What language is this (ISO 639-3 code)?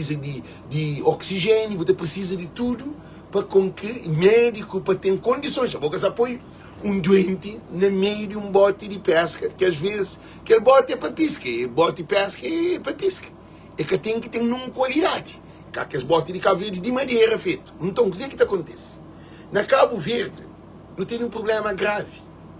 kea